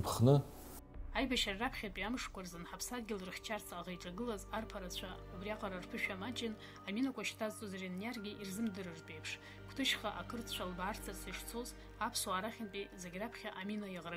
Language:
Abkhazian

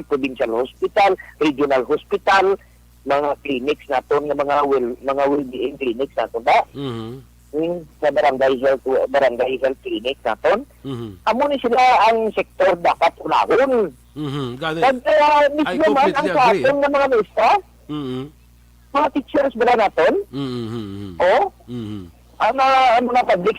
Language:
Hiligaynon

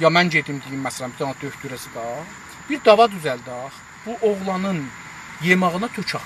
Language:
South Azerbaijani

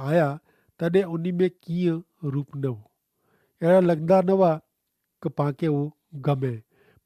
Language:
Kachhi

